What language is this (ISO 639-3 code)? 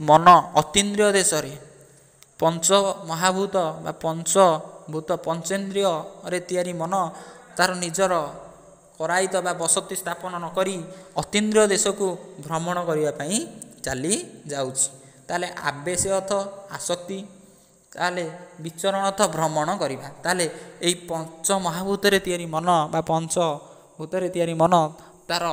ori